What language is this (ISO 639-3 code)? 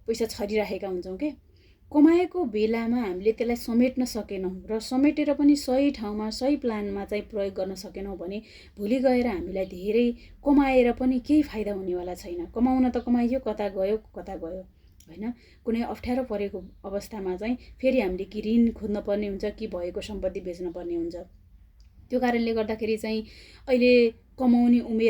nep